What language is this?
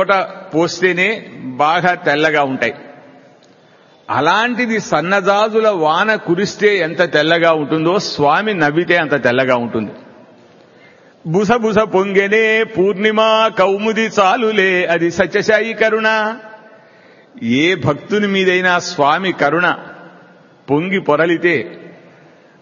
Telugu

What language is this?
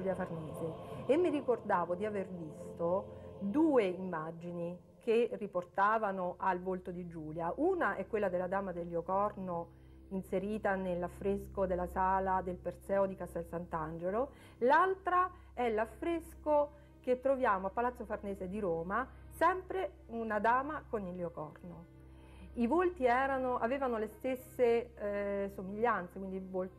Italian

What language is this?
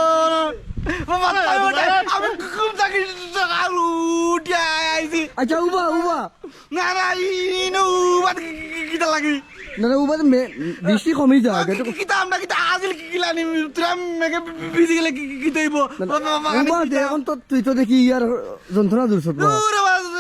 Sylheti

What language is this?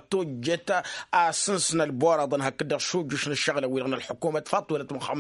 Tamasheq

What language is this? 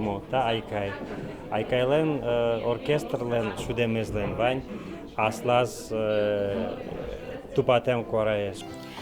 Udmurt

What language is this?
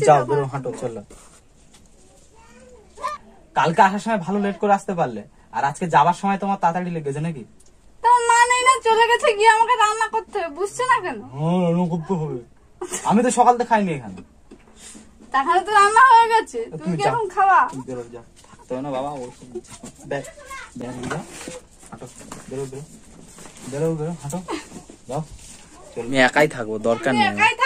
Bangla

